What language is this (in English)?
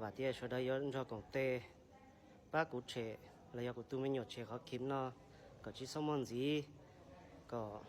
Hmong